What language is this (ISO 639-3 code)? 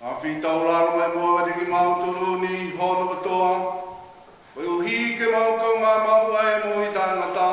ton